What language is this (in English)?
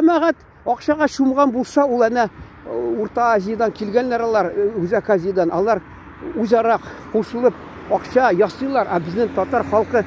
Tatar